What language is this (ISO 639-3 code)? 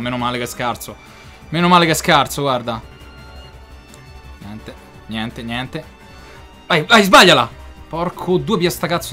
ita